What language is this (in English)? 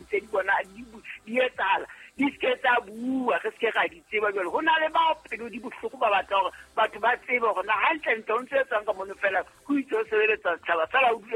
Southern Sotho